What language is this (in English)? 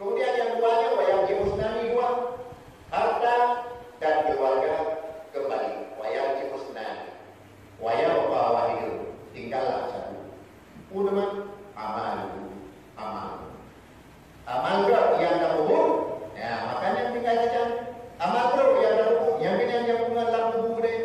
Achinese